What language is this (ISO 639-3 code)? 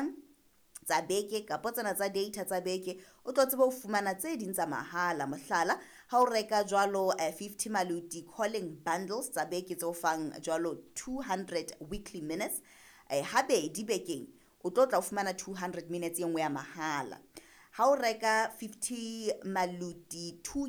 sot